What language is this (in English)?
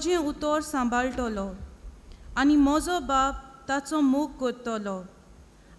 Konkani